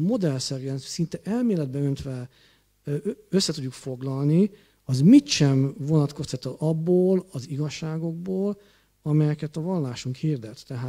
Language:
Hungarian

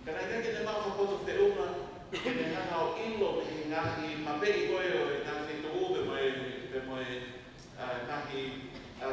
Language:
Tongan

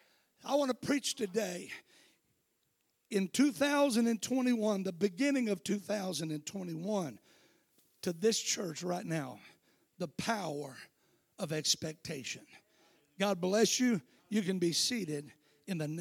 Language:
English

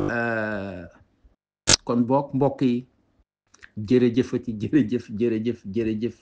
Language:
Wolof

